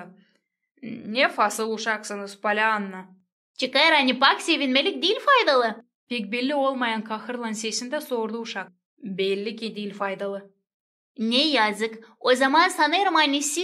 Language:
Gagauz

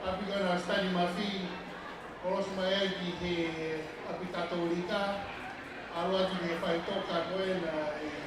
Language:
Tongan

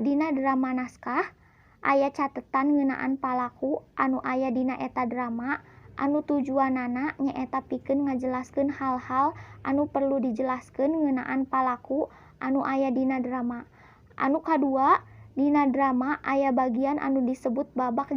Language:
Sundanese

